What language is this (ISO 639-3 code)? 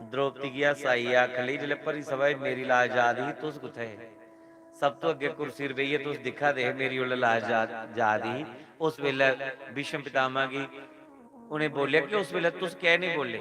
doi